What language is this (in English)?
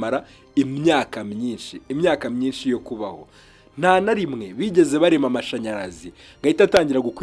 Kinyarwanda